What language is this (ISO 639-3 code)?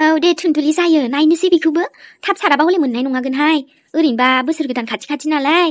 brx